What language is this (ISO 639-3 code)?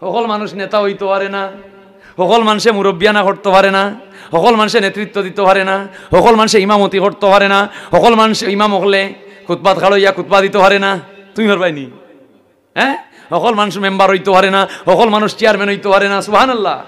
syl